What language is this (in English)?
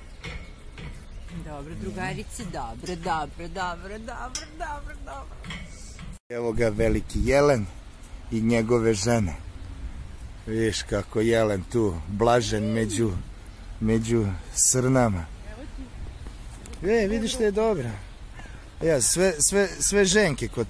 Serbian